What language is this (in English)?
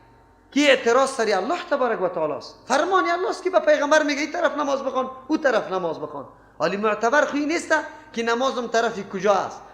Persian